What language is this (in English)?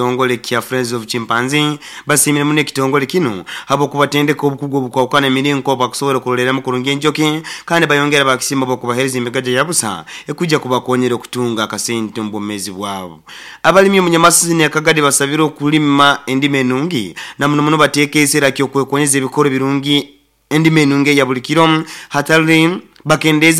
Nyoro